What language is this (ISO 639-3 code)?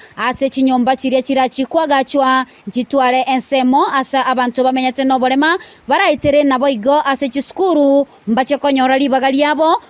guz